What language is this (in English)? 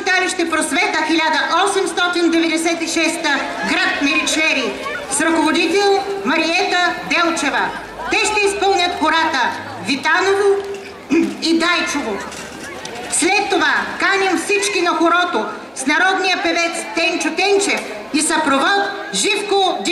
Bulgarian